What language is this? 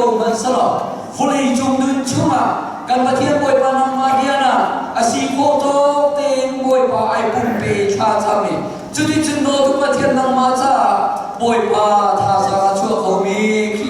Falam Chin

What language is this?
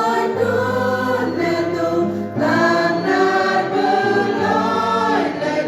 Central Mnong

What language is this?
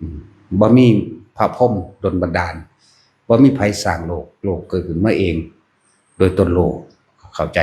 Northeastern Thai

